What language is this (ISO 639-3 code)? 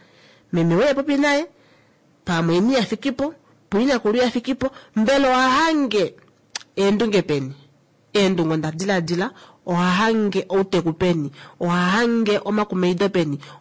kua